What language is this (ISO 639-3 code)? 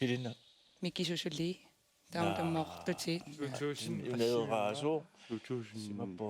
kal